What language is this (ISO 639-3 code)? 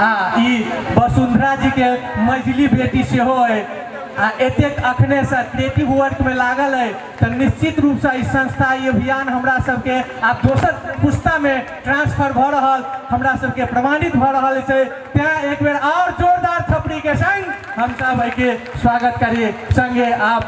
mai